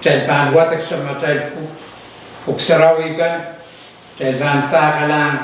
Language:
Pohnpeian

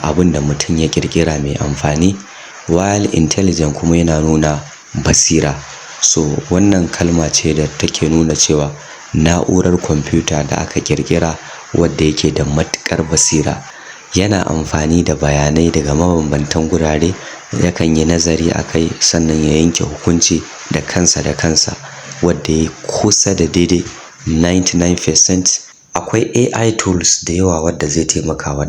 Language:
Hausa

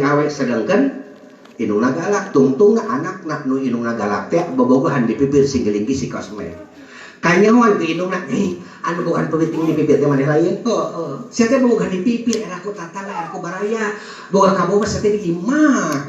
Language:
Sundanese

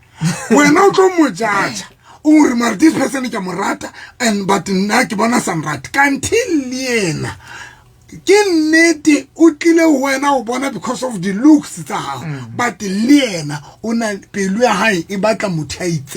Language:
Southern Sotho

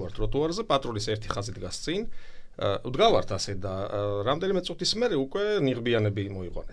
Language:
Georgian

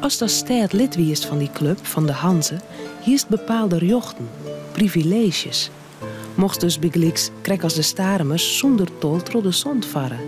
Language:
Western Frisian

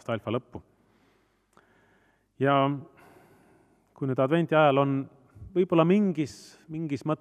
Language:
Estonian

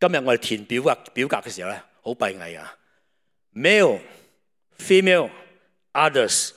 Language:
Cantonese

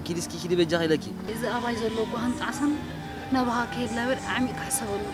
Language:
Tigrinya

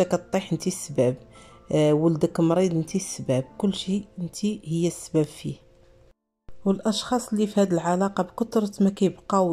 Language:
Moroccan Arabic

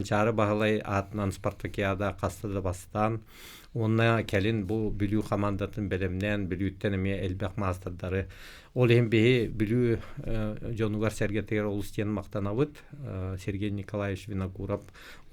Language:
Yakut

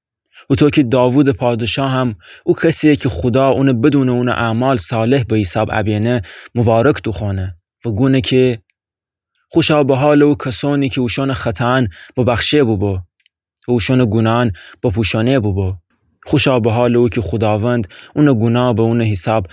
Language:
Gilaki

